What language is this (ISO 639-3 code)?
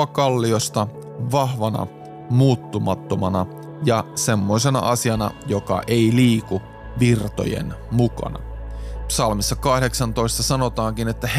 fin